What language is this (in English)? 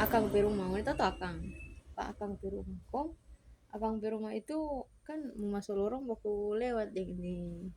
Manado Malay